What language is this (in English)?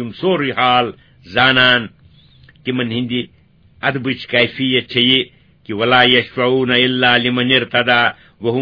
Kashmiri